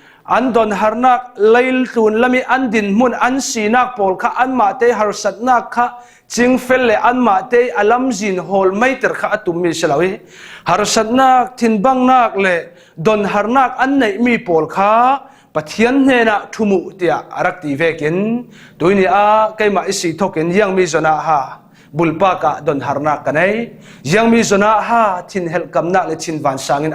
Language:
Falam Chin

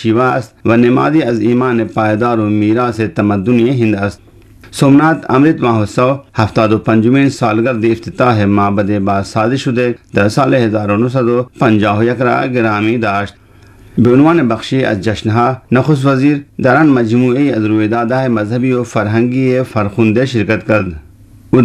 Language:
Urdu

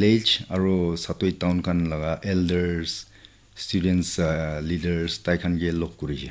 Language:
Naga Pidgin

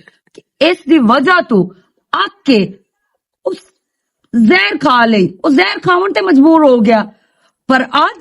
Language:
Western Panjabi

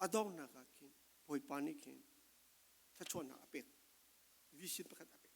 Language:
Falam Chin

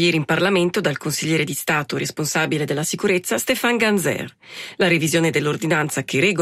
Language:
Italian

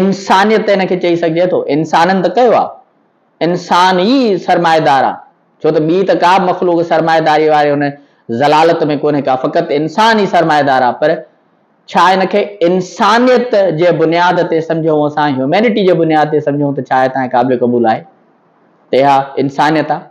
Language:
Sindhi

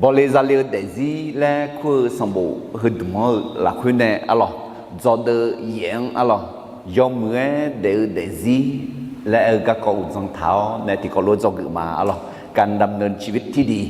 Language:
Akha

